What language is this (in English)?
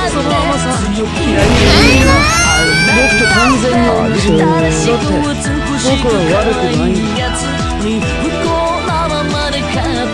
Japanese